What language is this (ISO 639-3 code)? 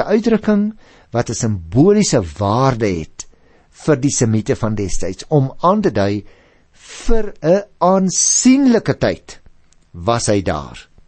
afr